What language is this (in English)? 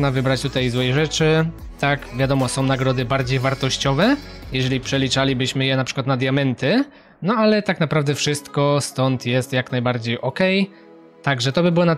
Polish